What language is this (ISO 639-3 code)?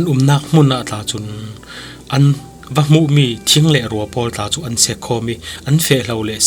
cfm